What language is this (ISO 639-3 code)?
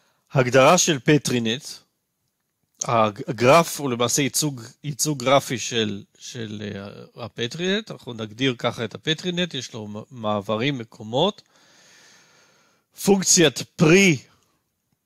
heb